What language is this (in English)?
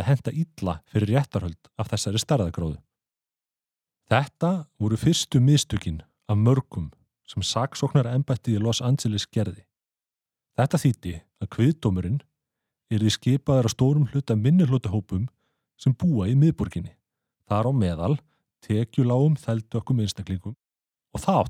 Icelandic